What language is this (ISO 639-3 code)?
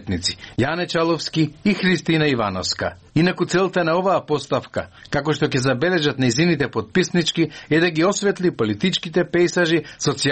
mkd